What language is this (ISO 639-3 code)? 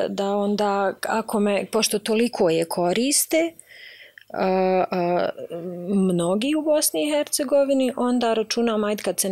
bos